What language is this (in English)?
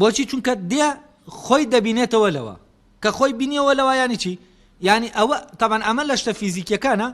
Central Kurdish